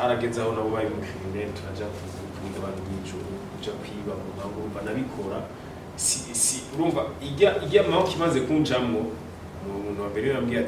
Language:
Rundi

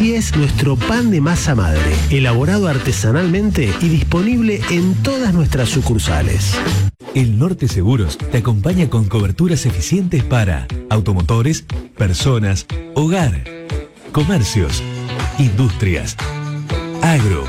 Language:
Spanish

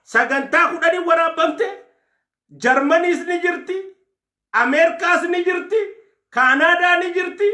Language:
Oromo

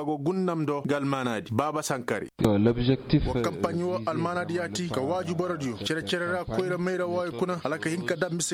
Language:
Koyraboro Senni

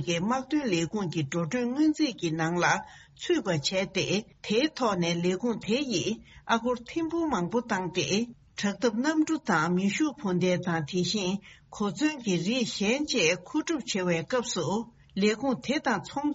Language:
Tibetan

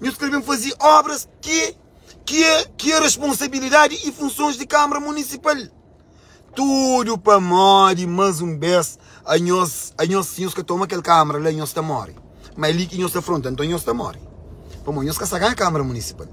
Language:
Kabuverdianu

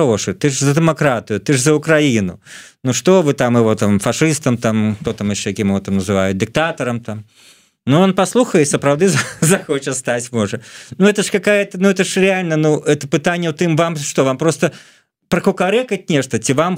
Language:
Belarusian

